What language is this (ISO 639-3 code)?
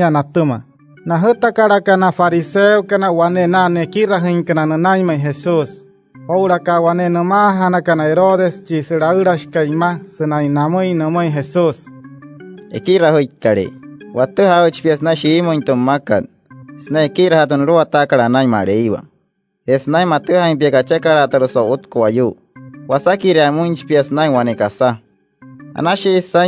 guc